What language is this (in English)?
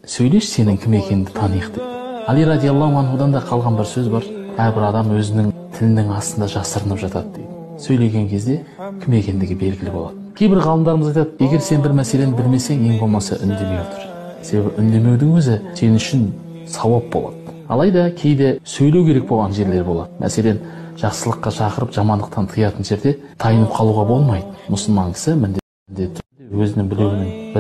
Kazakh